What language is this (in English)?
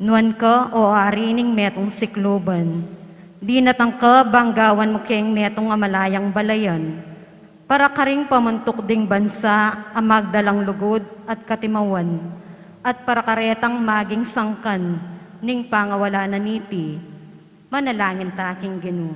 Pampanga